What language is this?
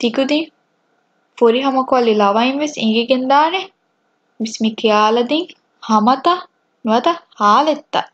Divehi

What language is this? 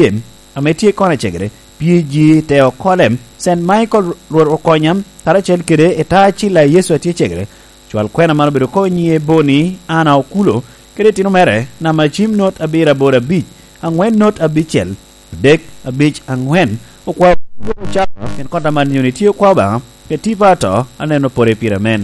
Lango (Uganda)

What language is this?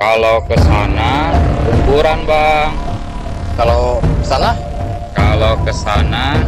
Betawi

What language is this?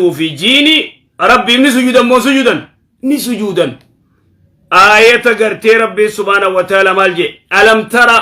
Oromo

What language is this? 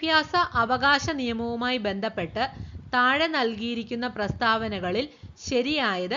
Malayalam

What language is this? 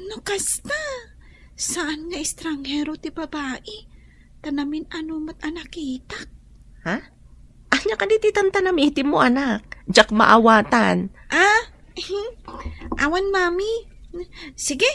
Iloko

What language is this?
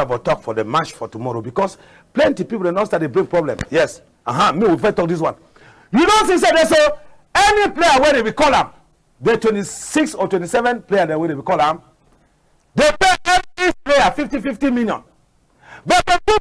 Cameroon Pidgin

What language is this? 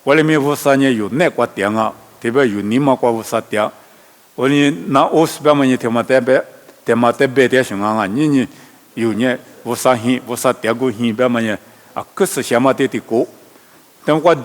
Lisu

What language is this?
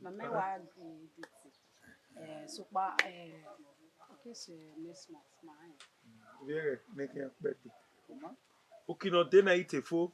Bini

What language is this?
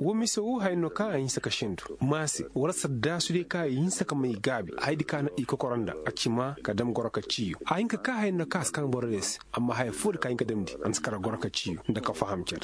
Koyraboro Senni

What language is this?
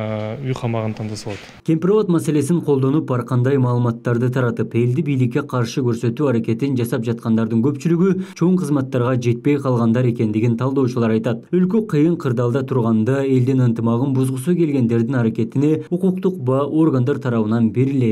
Kyrgyz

